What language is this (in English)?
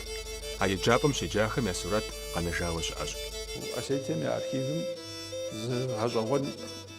Kabardian